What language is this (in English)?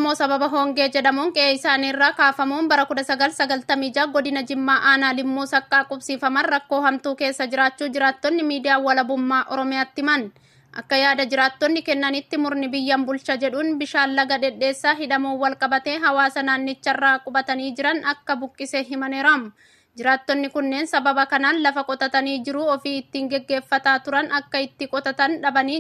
Oromo